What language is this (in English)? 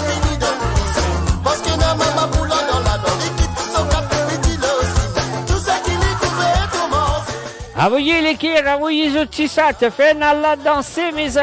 Morisyen